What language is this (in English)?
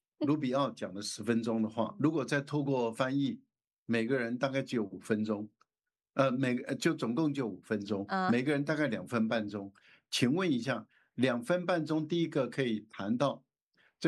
Chinese